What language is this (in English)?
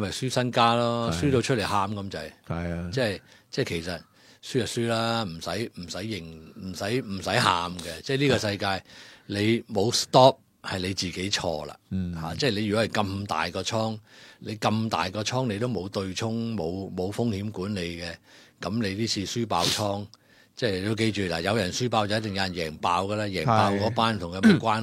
Cantonese